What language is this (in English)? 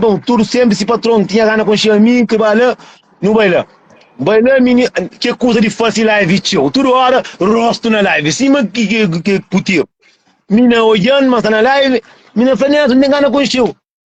Kabuverdianu